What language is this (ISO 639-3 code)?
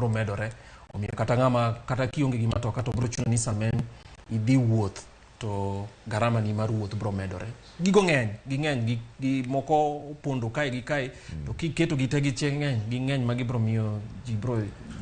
luo